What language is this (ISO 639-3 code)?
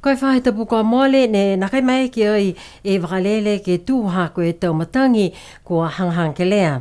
niu